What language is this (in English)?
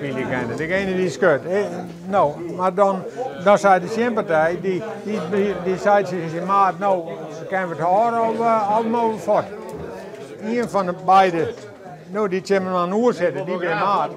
Western Frisian